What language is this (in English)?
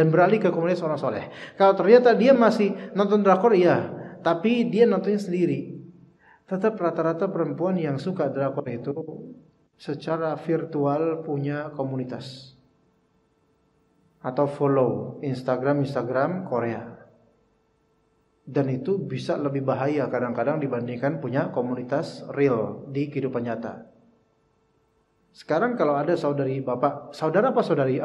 Indonesian